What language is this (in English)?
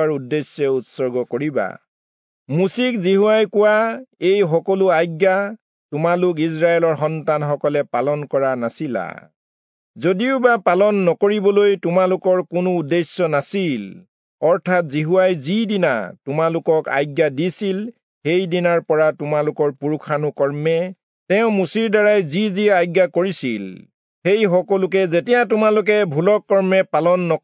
Assamese